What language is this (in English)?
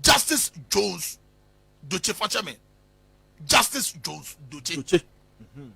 Akan